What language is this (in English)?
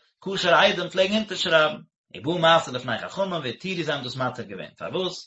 Yiddish